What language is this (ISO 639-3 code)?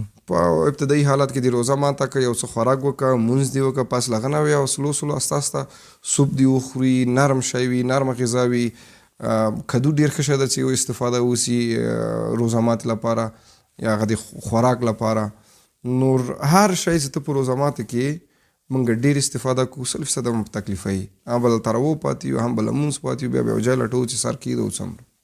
pus